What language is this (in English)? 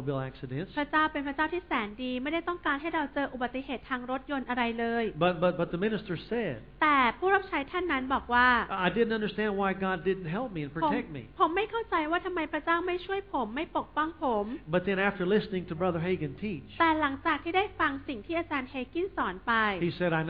Thai